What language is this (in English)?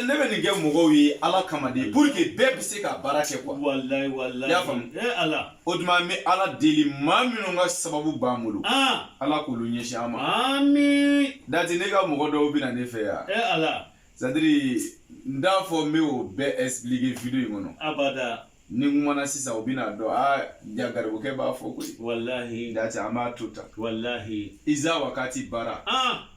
Bambara